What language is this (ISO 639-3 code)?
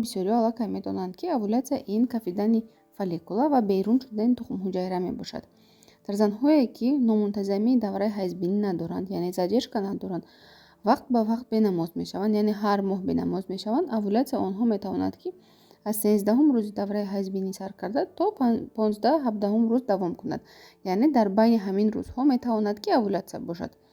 tgk